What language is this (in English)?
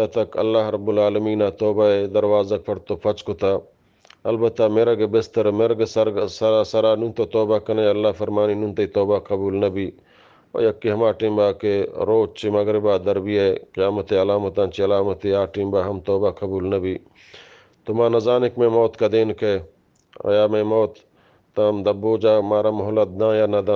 Eastern Balochi